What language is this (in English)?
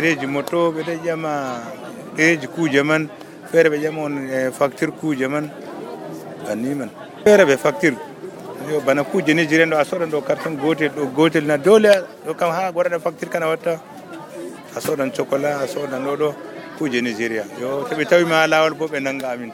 Nigerian Fulfulde